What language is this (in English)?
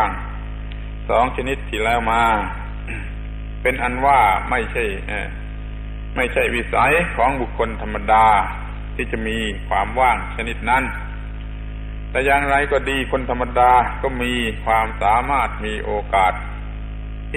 Thai